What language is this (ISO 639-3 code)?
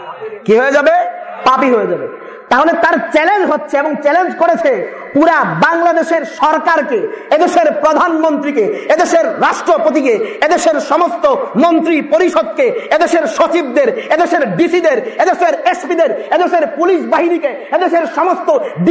ben